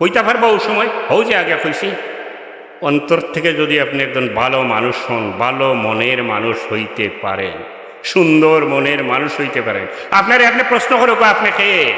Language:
Sylheti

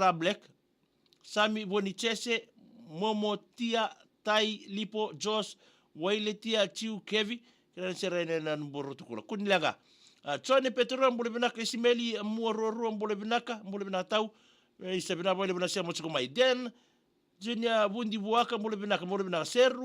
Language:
Fijian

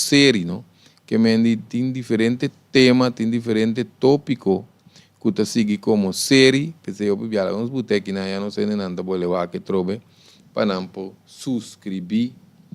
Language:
Papiamento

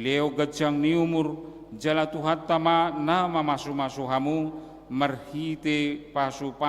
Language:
Batak Toba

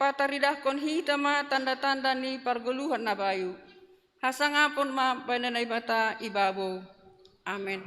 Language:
Batak Simalungun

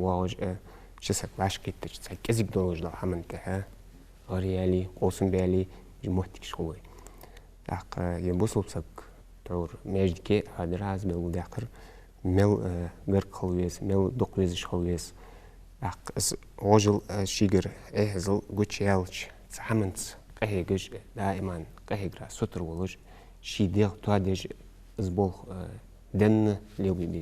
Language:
Ingush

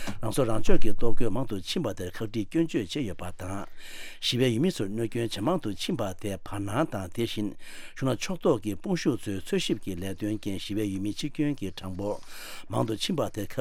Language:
Tibetan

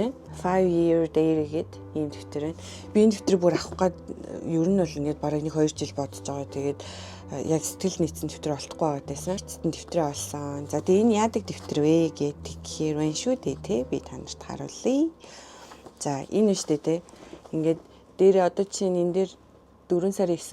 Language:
Mongolian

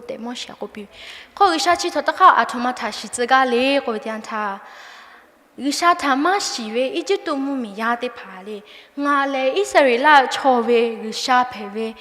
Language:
Lahu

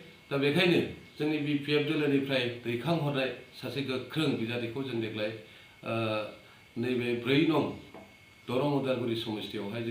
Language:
Bodo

